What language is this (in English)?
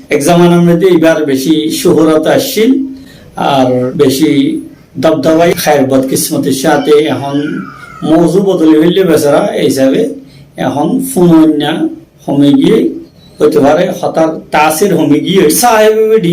Rohingya